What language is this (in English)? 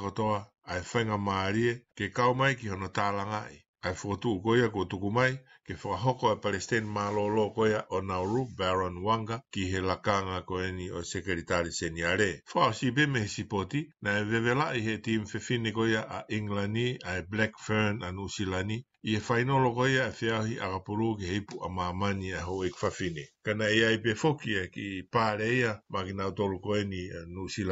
Tongan